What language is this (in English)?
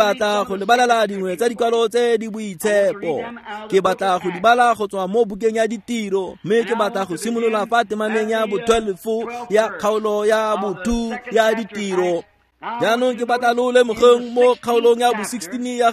Tswana